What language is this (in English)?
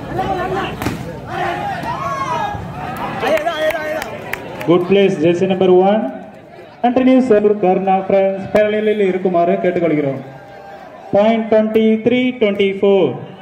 Tamil